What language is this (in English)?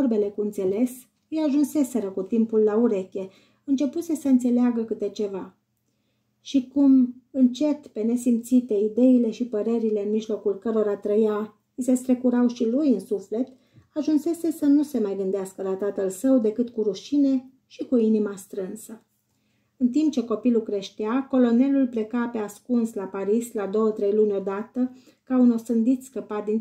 Romanian